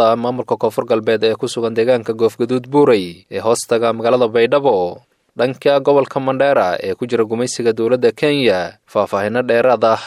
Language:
Somali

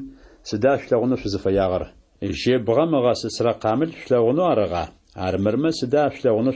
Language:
Adyghe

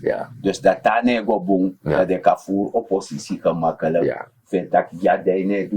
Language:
Sranan Tongo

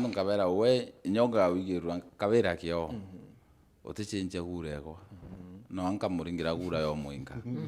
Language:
Meru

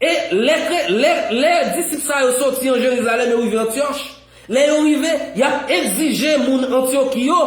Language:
Haitian Creole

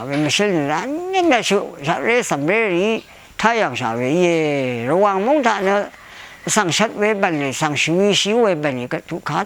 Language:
Rawang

